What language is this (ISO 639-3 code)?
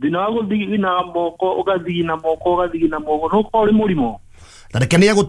kik